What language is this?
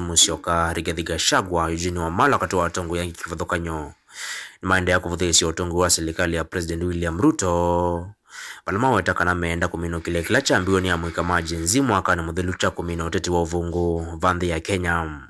Kamba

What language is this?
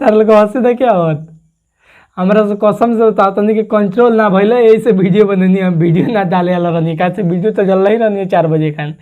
Bhojpuri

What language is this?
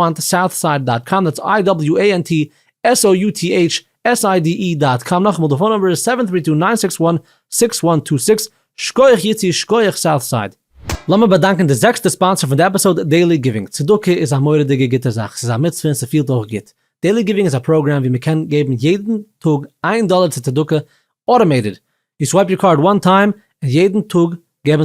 Yiddish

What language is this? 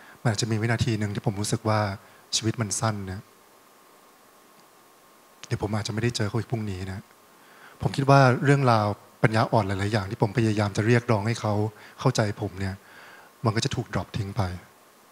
Thai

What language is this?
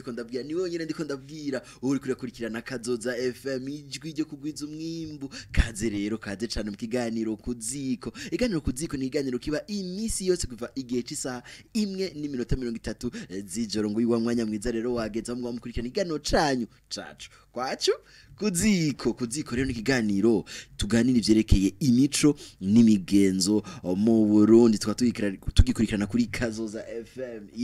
Rundi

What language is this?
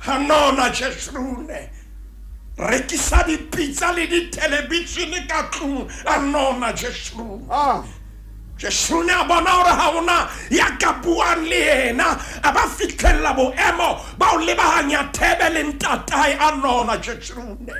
Southern Sotho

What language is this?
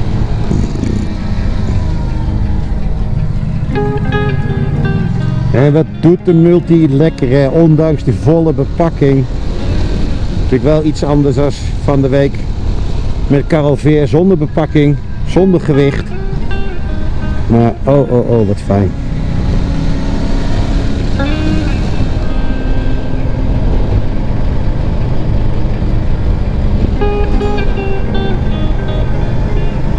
Dutch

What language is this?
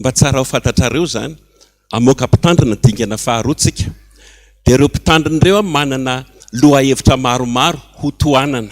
Malagasy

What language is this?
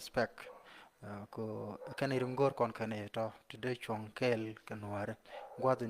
Nuer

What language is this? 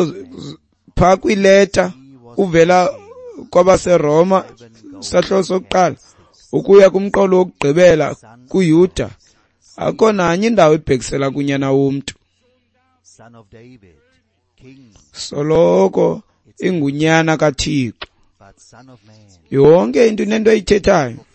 Xhosa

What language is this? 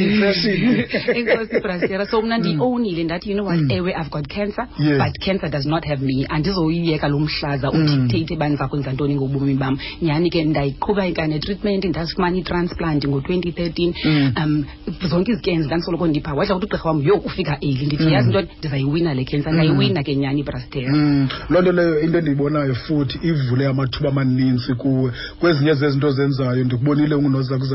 Xhosa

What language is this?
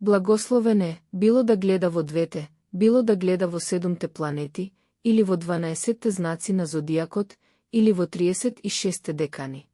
Macedonian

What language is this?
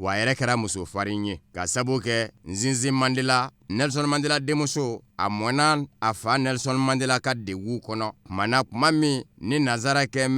Bambara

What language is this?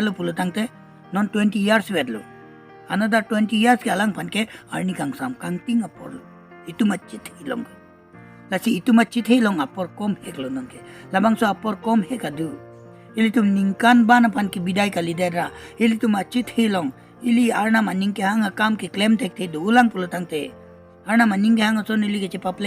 Karbi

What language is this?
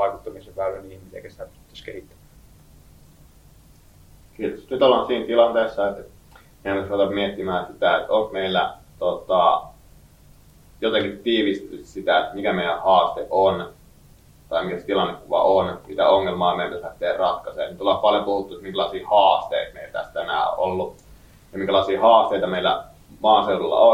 Finnish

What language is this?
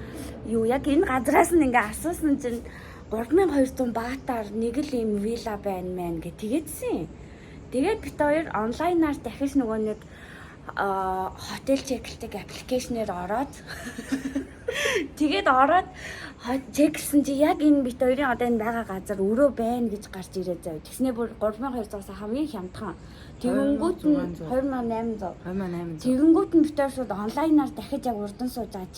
Mongolian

